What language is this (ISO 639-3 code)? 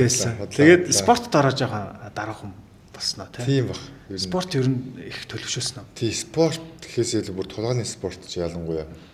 mon